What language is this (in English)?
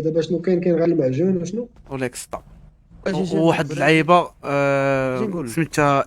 Moroccan Arabic